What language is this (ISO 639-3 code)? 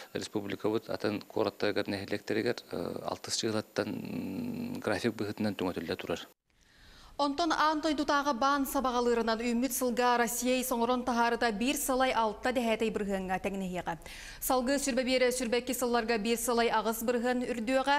sah